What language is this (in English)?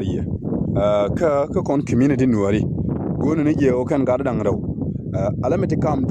Nuer